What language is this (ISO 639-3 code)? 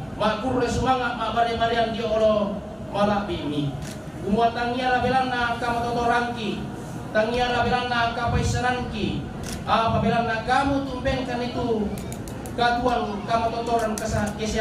sda